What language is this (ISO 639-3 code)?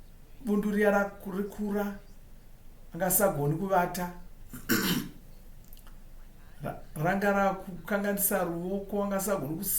sna